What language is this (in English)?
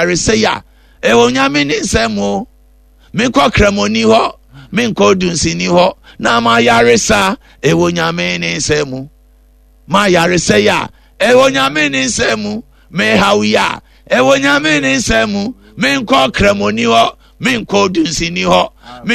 Akan